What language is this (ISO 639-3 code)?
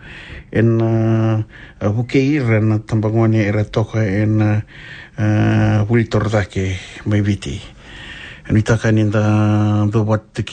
fij